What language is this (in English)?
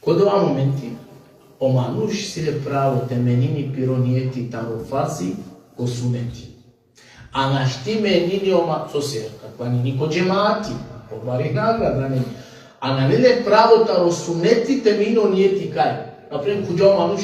Balkan Romani